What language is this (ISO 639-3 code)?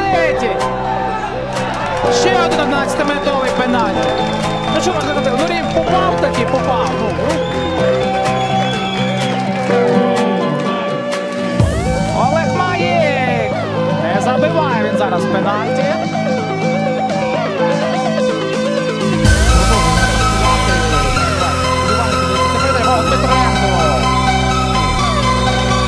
ukr